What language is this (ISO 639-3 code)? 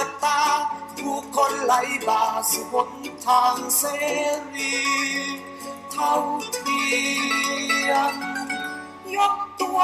tha